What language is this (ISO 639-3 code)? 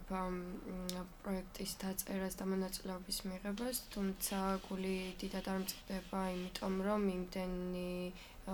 kat